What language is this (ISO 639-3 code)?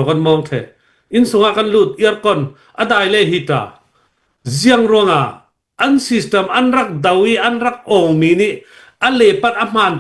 cfm